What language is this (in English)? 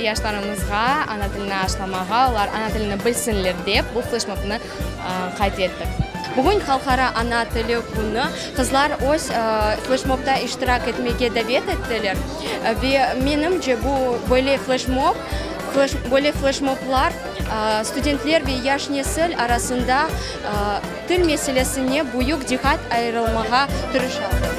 Crimean Tatar